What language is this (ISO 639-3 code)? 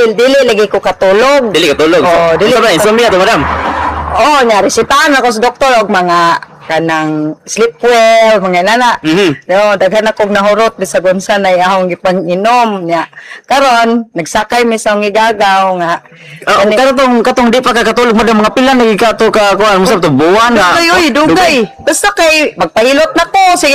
ceb